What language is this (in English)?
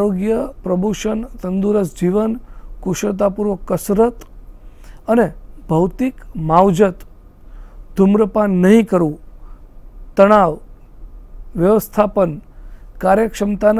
Gujarati